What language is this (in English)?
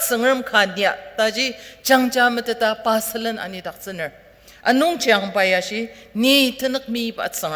Ao Naga